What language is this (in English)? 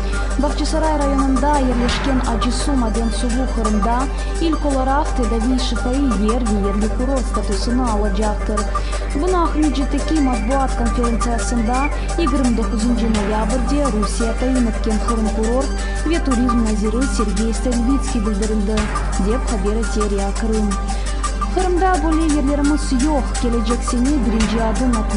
Crimean Tatar